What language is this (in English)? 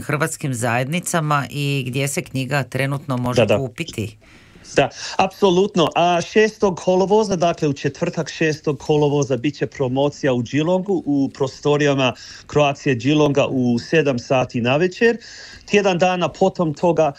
Croatian